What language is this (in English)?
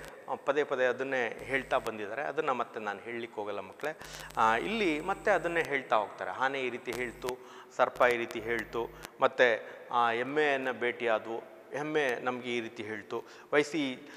Kannada